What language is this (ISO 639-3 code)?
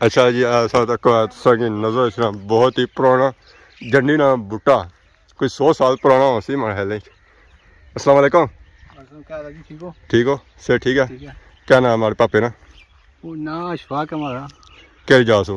phr